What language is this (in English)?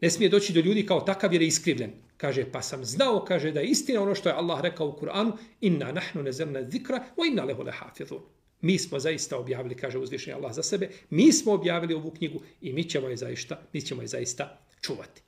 Bosnian